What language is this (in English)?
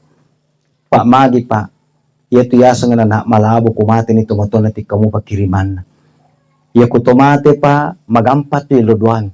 Buginese